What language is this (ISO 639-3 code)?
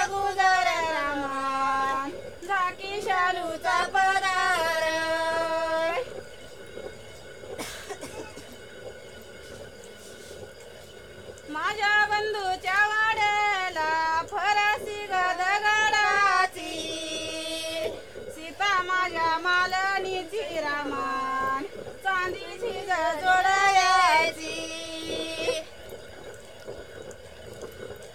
mar